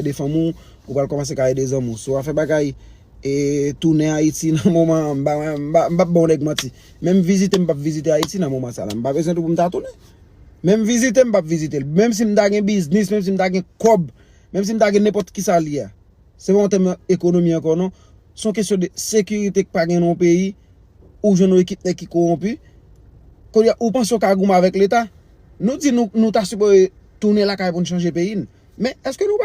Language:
Haitian Creole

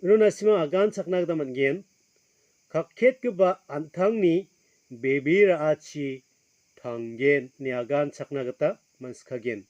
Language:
Garo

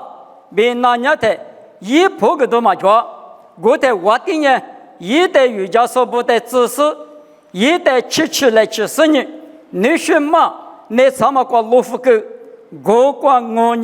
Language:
Lisu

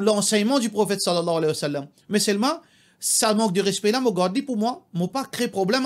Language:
Morisyen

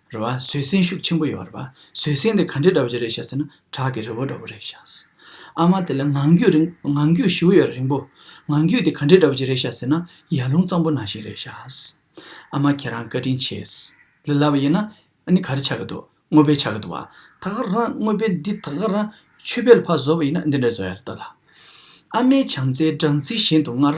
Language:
Tibetan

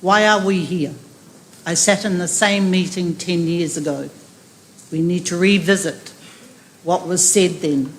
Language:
Tongan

